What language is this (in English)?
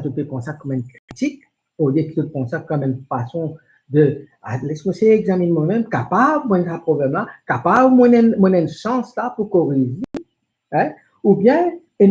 Morisyen